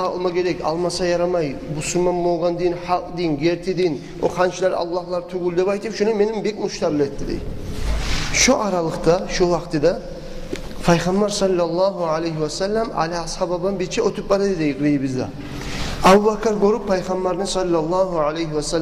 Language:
Kumyk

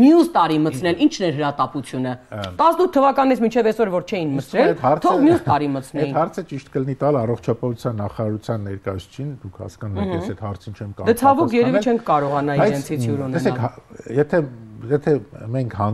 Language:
Armenian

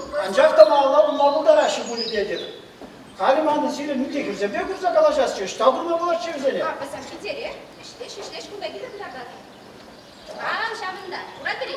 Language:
Chuvash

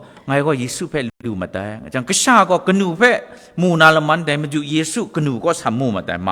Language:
Kachin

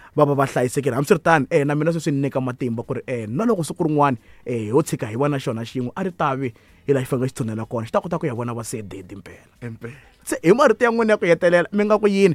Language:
Tsonga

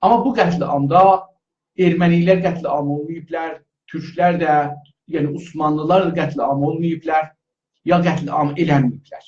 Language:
South Azerbaijani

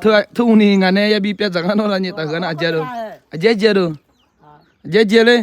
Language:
Akha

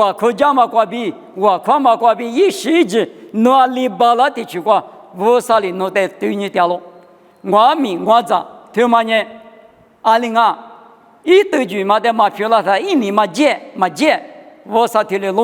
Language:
Lisu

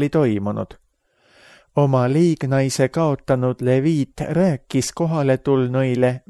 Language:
Estonian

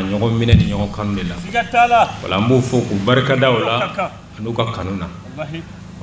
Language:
Bambara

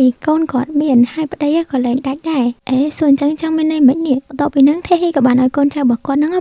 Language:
Khmer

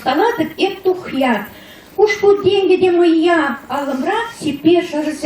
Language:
Chuvash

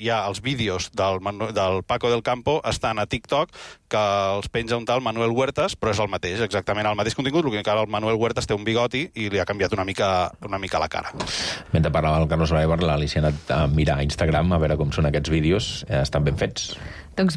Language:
Catalan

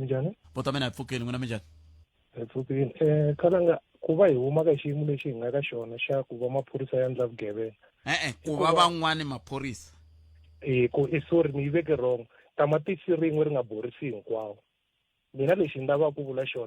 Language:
Tsonga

